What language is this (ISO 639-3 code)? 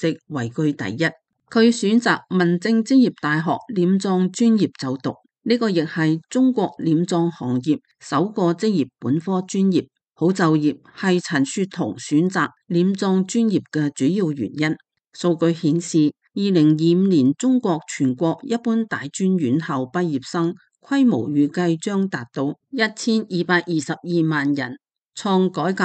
yue